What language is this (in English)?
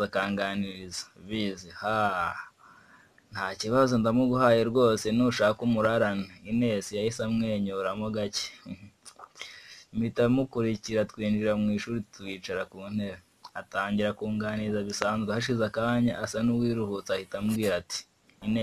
Kinyarwanda